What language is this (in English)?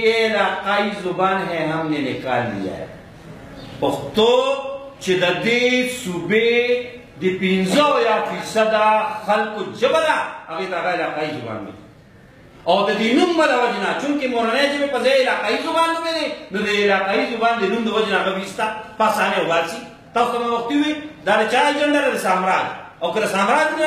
Pashto